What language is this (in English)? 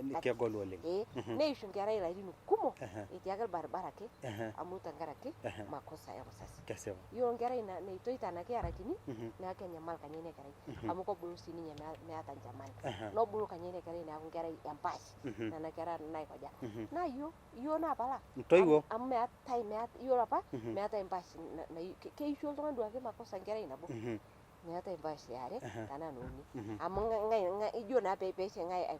Masai